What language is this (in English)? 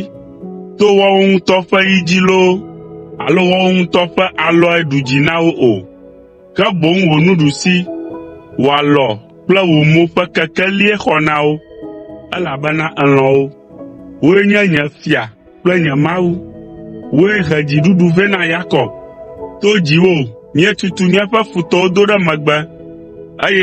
Ewe